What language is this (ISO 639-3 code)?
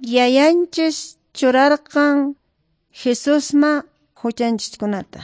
que